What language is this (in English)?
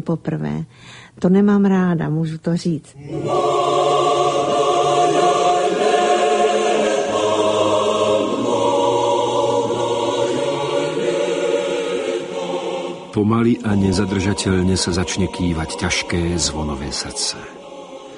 Slovak